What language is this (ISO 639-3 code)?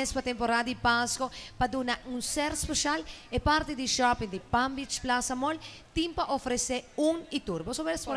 pap